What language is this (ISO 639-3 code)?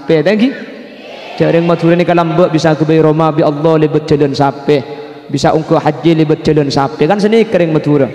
mad